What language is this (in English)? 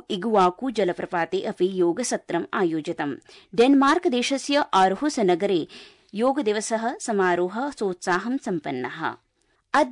Sanskrit